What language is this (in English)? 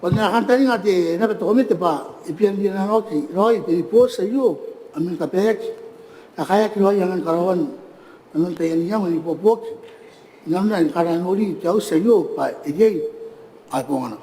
Gilbertese